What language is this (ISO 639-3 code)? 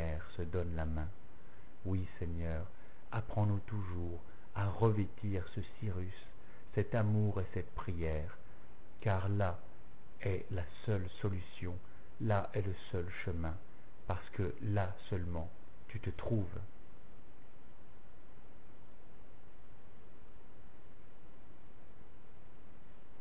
fra